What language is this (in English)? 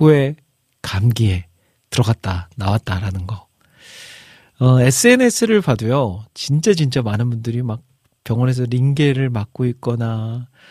Korean